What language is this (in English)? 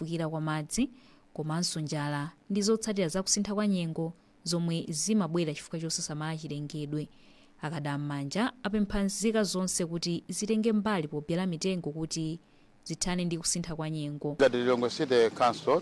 Nyanja